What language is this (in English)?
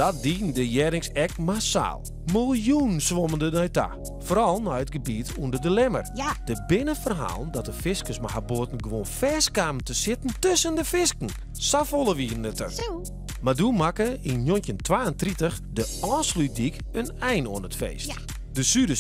Western Frisian